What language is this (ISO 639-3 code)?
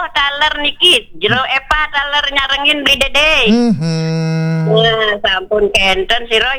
ban